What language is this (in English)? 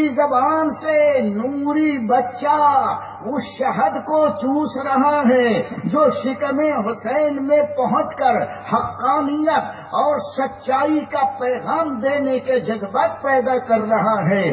Urdu